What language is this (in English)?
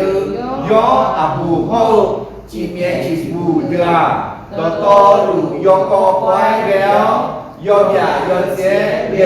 Akha